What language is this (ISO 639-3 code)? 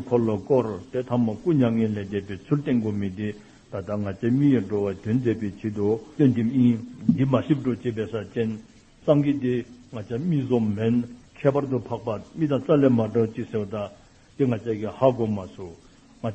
dzo